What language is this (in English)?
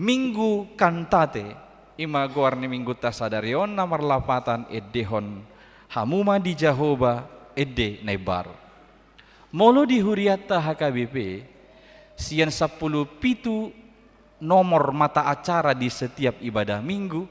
Batak Toba